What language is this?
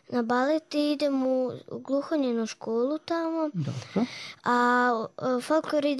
Serbian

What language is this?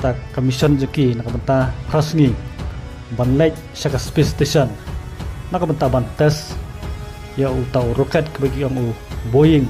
Khasi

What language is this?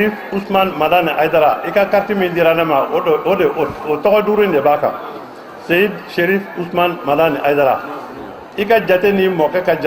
Bambara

